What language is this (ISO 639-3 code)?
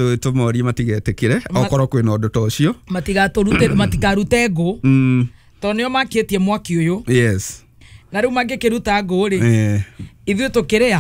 kik